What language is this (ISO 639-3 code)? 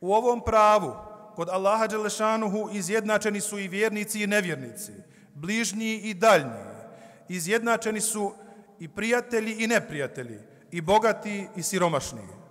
bos